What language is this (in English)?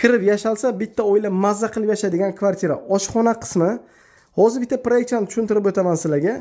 Uzbek